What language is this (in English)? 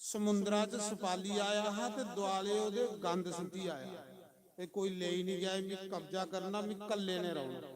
Dogri